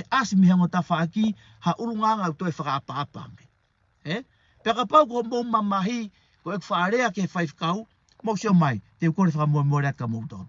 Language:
Tongan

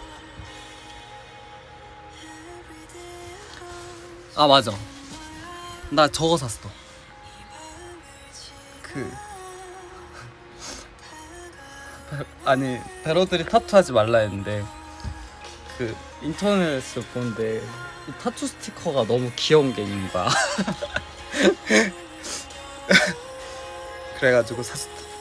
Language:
Korean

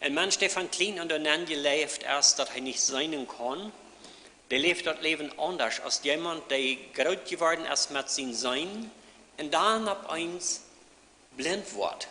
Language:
Plautdietsch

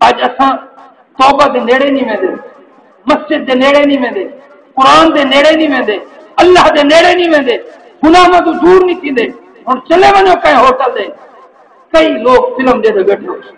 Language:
Saraiki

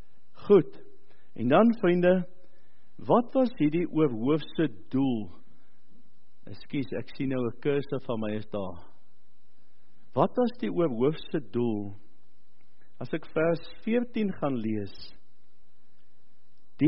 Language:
Afrikaans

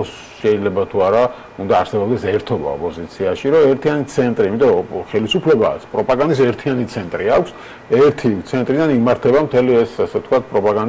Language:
Georgian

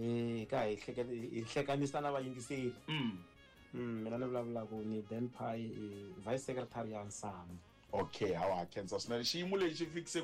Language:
Tsonga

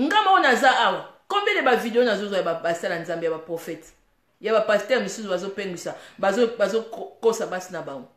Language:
Lingala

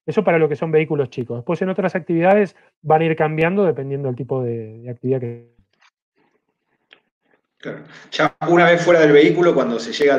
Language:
Spanish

